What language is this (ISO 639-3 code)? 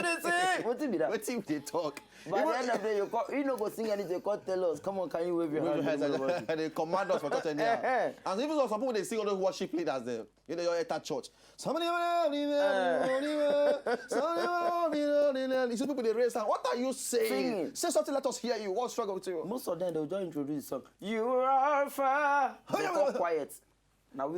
pcm